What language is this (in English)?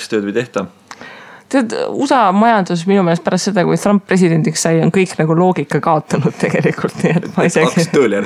Estonian